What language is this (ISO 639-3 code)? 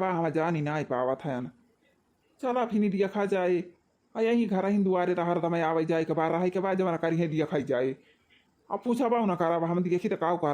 awa